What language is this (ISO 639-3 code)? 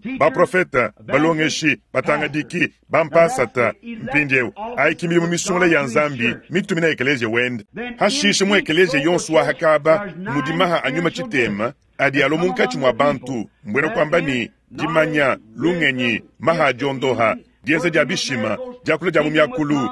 lua